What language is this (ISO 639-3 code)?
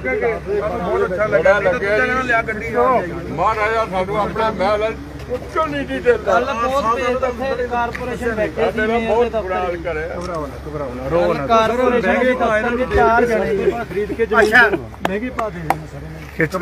pan